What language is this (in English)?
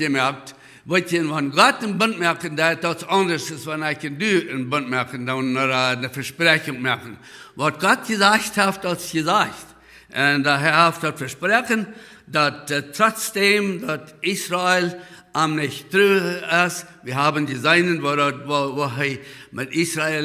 Plautdietsch